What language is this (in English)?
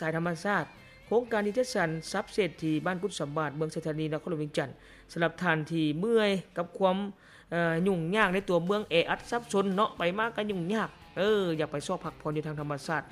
Lao